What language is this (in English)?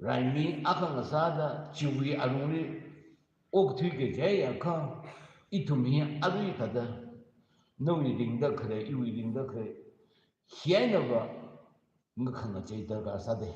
Tangkhul Naga (India)